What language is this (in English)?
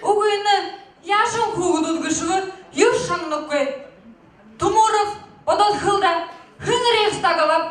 Buriat